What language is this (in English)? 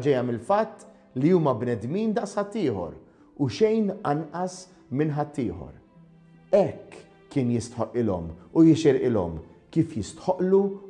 Maltese